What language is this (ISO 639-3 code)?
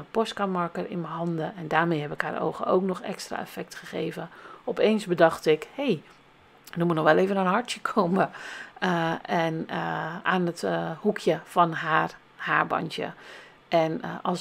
nld